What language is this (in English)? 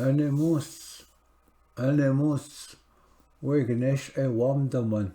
Ojibwa